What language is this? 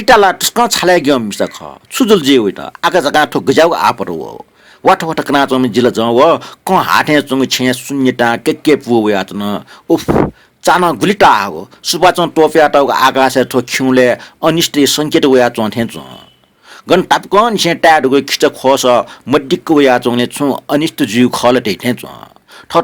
Newari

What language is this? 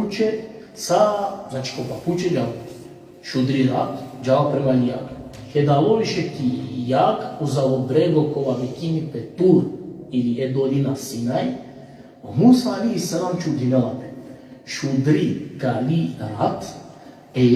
Balkan Romani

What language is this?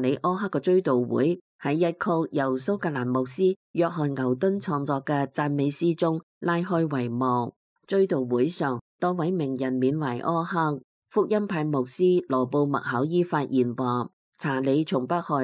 Cantonese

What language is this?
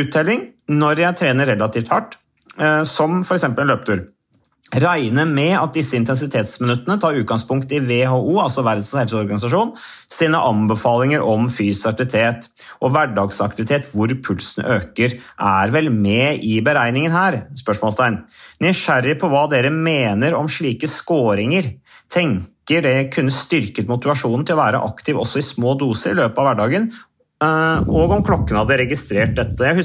Norwegian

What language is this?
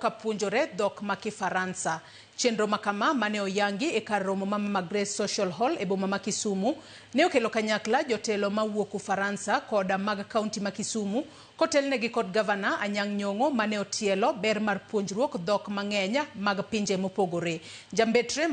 Luo (Kenya and Tanzania)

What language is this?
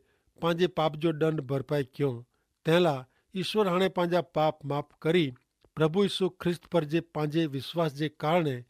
Kachhi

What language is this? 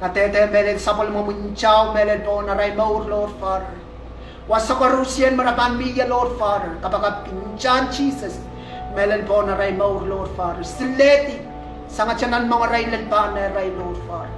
Pohnpeian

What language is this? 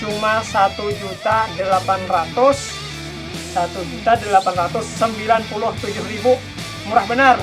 Banjar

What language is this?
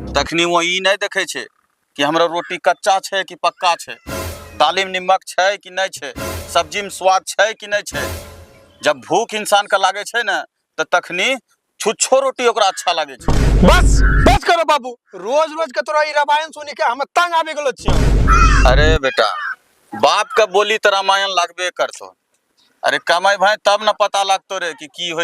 Angika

